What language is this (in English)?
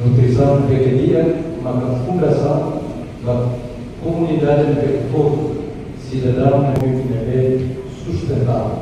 Tetum